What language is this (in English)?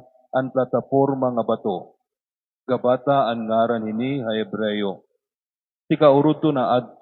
Waray